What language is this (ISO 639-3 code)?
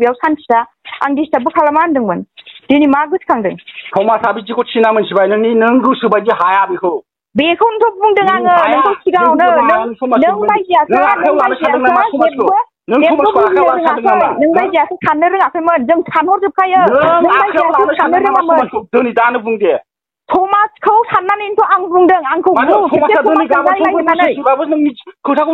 brx